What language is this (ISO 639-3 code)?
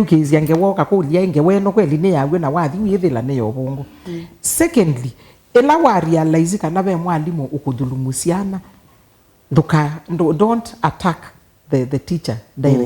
kam